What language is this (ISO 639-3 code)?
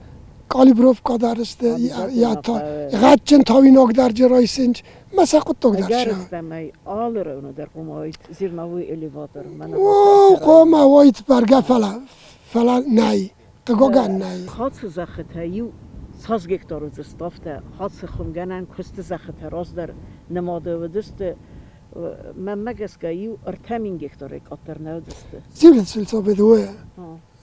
oss